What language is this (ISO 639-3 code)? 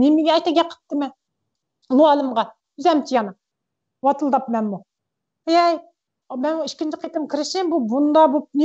uig